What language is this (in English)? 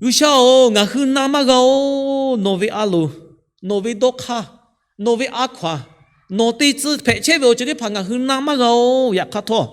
Lahu